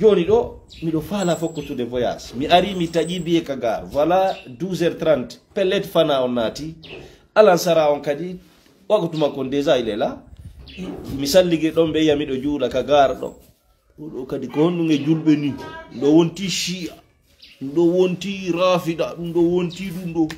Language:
Fula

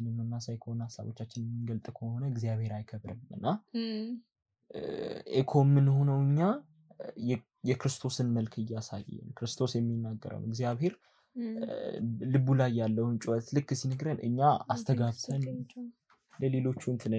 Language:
Amharic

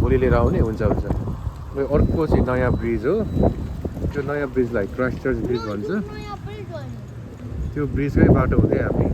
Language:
Nepali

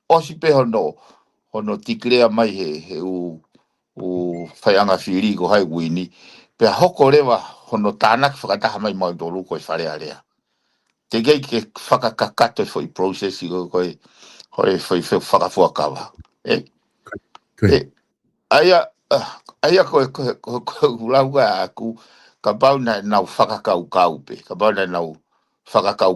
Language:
Tongan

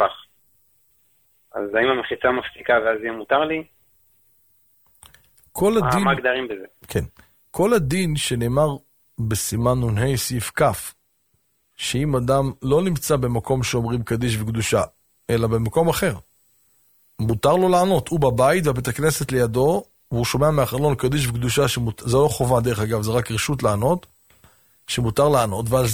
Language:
Hebrew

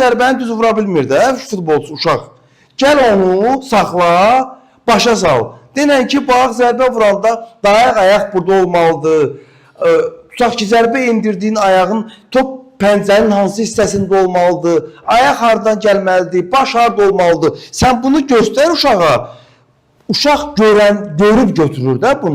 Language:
Azerbaijani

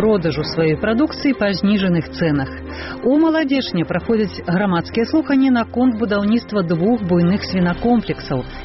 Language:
Belarusian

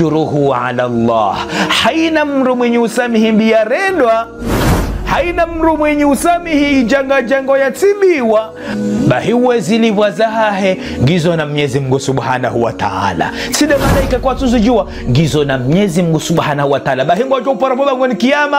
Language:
Ngazidja Comorian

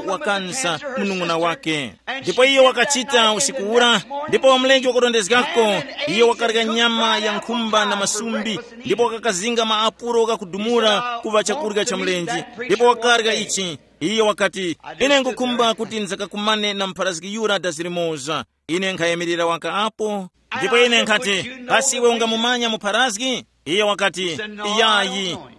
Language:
Tumbuka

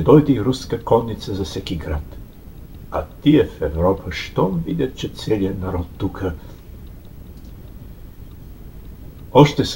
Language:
Bulgarian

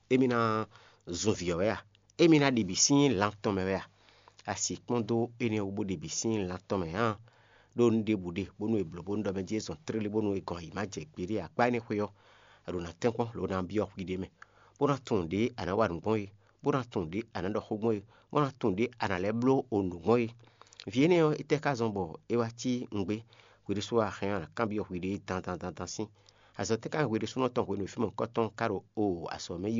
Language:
Fon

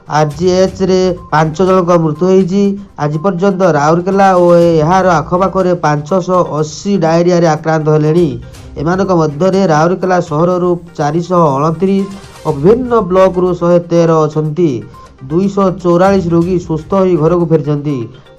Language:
Odia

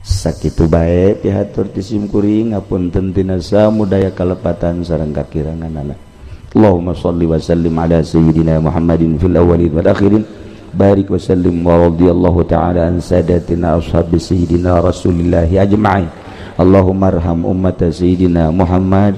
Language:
Sundanese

